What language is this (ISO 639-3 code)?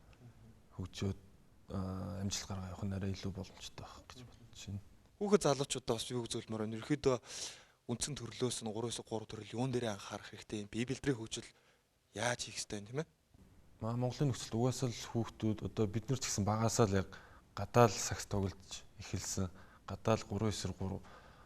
mon